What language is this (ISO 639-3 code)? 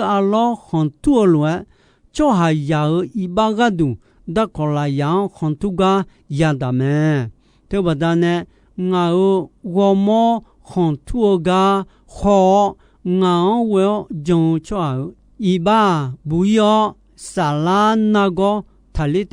ahk